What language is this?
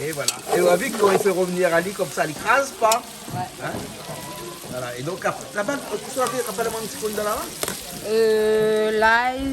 Réunion Creole French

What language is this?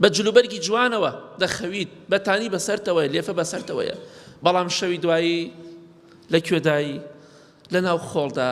Central Kurdish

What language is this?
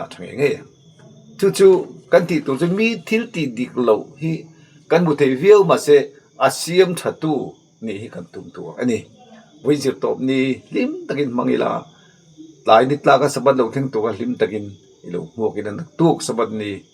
Mizo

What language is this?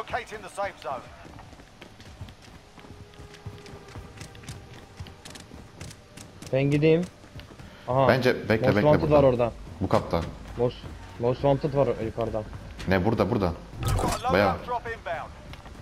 Turkish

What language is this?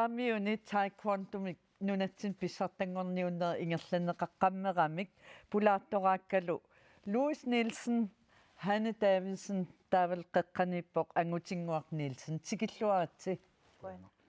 Kalaallisut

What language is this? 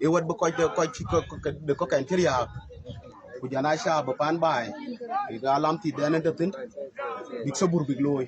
Dinka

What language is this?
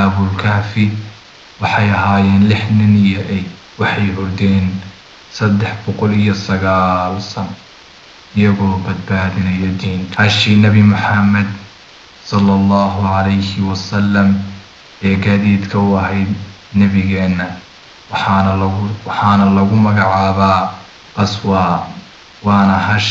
Somali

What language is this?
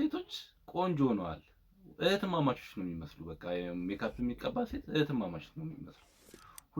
Amharic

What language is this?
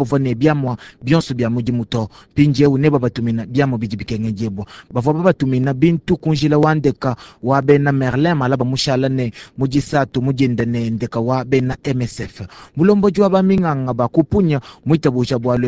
Luba-Lulua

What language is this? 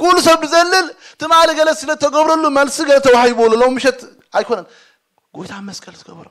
Tigrinya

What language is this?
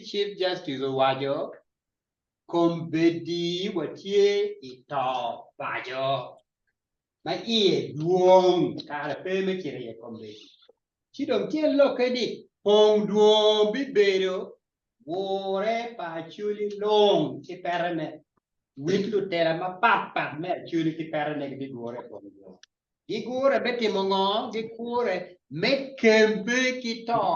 Acoli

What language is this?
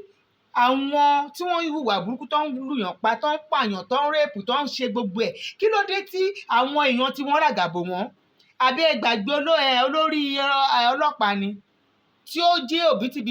Yoruba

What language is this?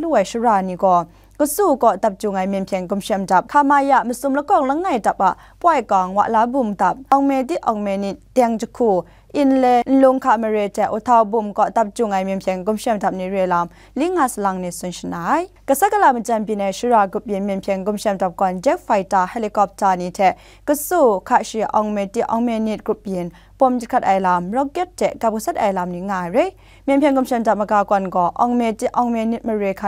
Kachin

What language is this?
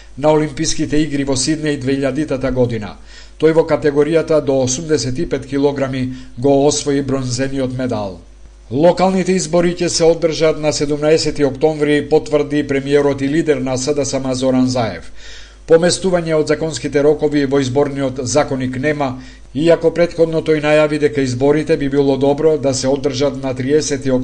Macedonian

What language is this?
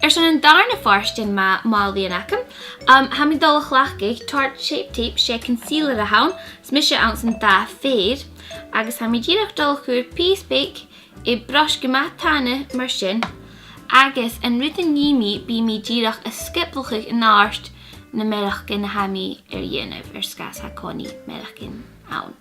Scottish Gaelic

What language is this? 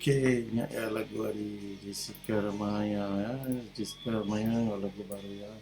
Iban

